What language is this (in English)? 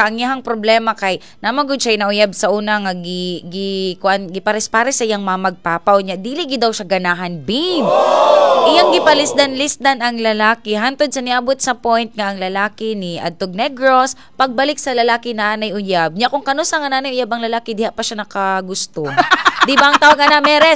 Cebuano